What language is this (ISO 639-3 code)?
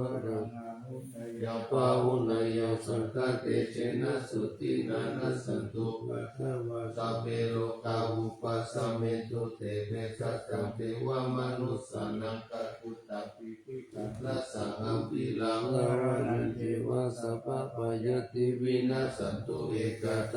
pli